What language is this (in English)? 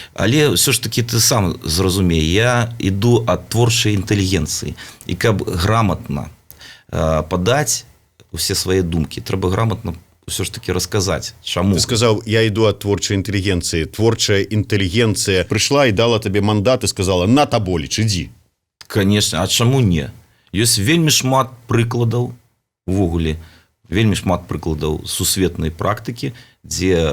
Belarusian